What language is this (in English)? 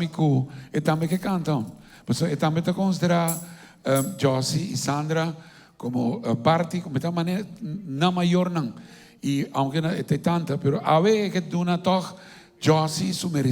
Papiamento